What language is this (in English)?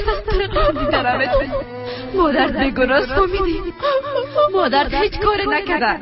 Persian